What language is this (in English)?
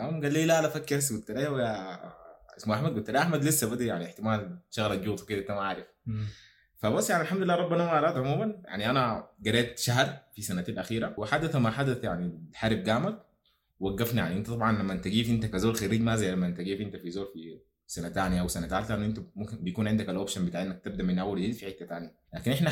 Sudanese Arabic